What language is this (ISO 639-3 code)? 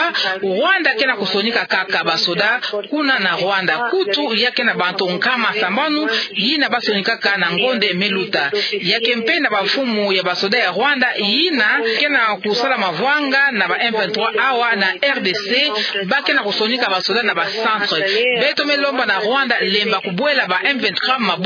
ktu